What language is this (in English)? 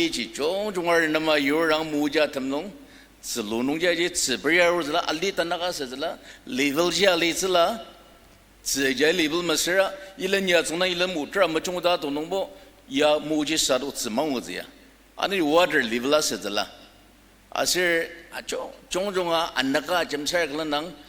Ao Naga